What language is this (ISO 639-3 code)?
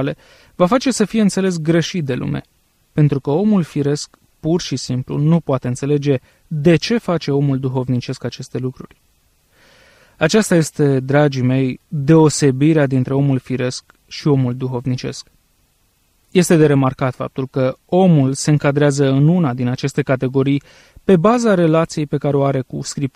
ron